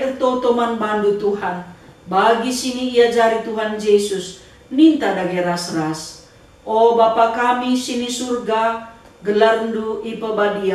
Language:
Batak Karo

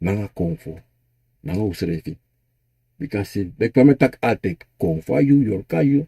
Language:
Sranan Tongo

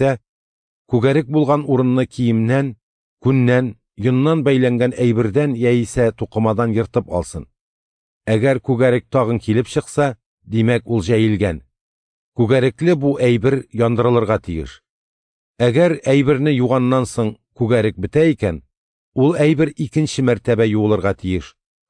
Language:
Tatar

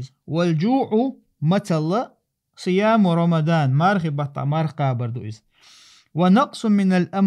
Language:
Chechen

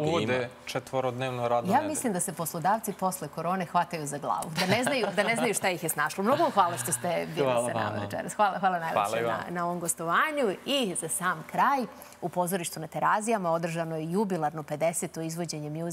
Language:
Serbian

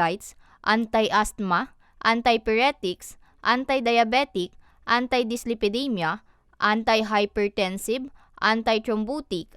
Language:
Bikol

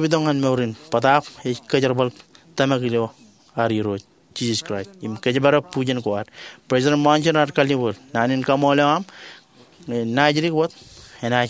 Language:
Marshallese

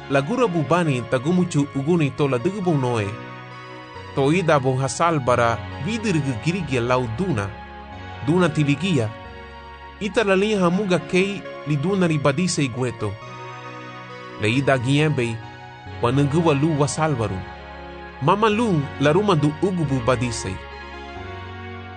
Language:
Garifuna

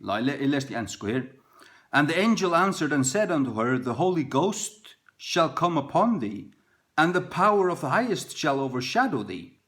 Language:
Faroese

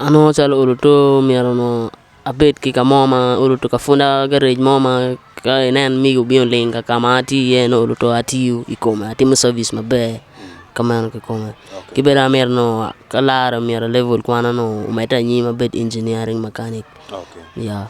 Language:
Acoli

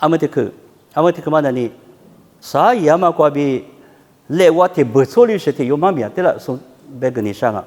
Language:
Lisu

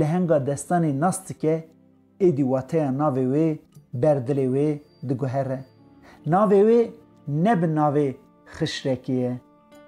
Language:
Kurdish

